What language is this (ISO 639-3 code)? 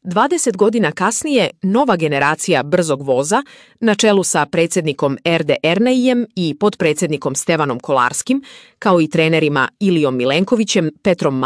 srp